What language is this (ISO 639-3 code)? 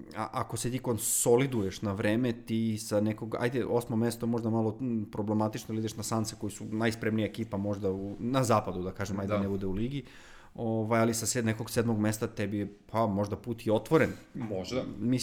srp